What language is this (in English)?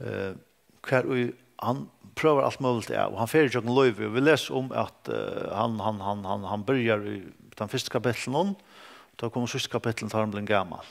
Faroese